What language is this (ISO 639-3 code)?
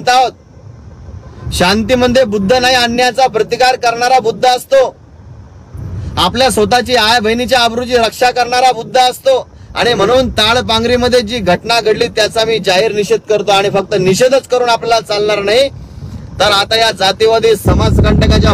mar